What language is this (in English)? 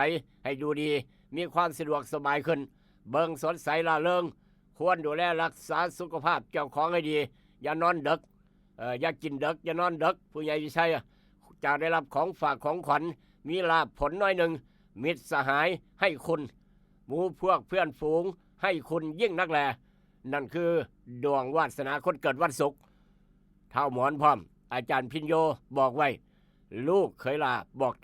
Northeastern Thai